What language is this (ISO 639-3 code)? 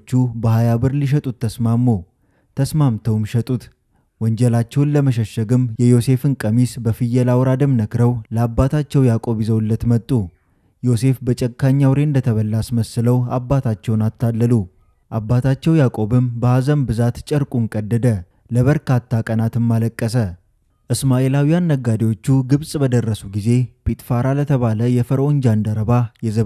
amh